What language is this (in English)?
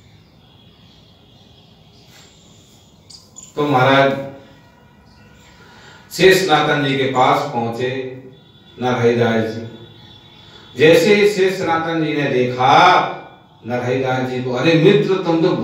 Hindi